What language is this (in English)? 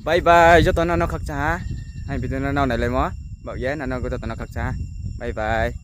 Riang (India)